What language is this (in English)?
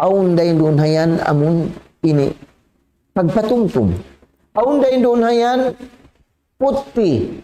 Tausug